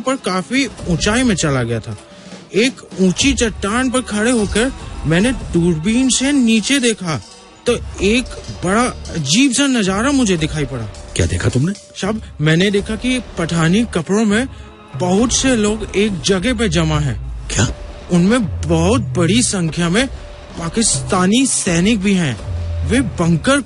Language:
Hindi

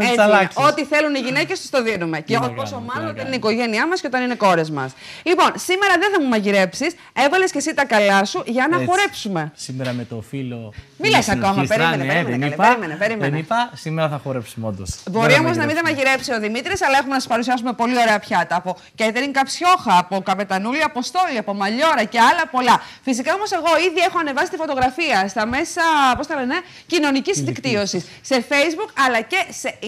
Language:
Greek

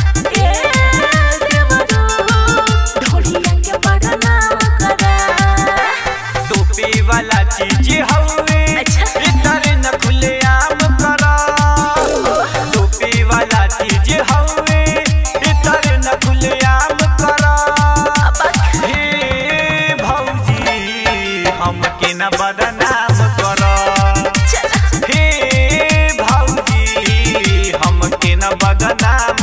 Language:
Bhojpuri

